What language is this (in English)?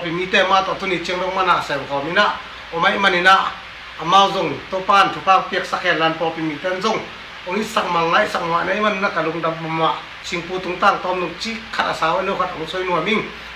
Tedim Chin